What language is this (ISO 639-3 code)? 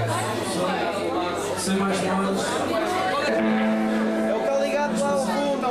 por